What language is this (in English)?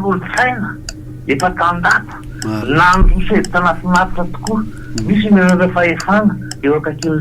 Malagasy